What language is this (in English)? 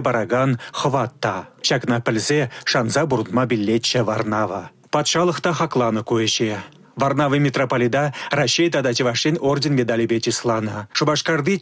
Chuvash